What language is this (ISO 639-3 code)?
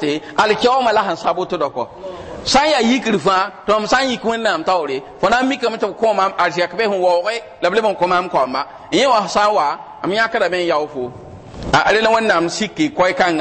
mos